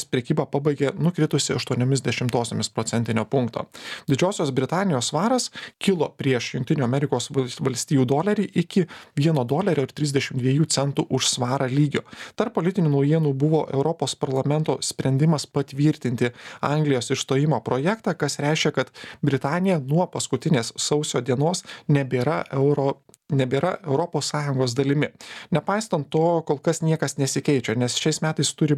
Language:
Lithuanian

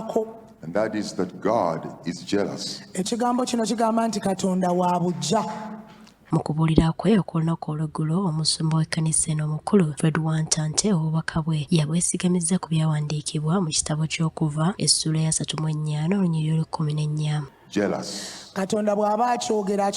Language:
Ganda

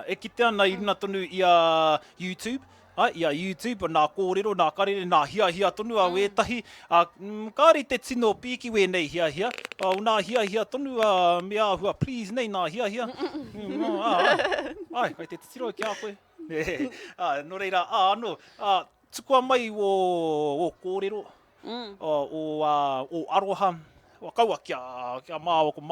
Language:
Māori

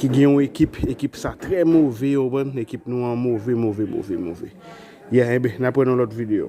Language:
Haitian Creole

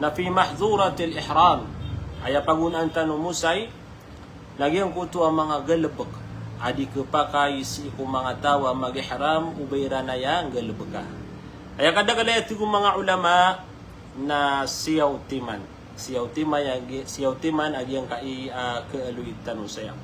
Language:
Maranao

